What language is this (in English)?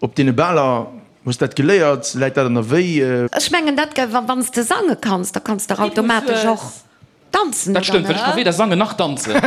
Luxembourgish